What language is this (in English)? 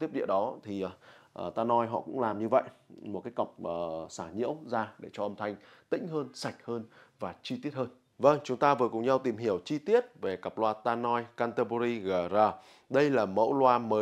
Vietnamese